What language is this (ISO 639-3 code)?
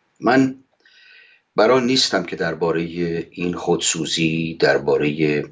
fas